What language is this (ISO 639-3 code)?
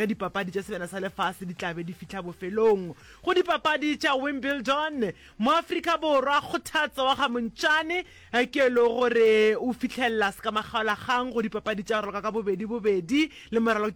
nso